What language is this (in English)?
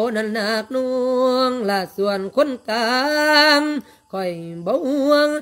Lao